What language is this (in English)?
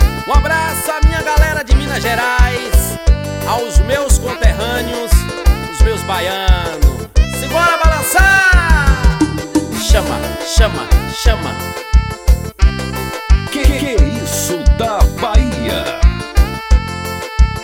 Portuguese